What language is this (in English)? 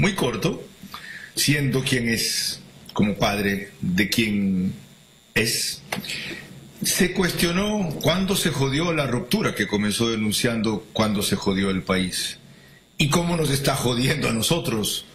Spanish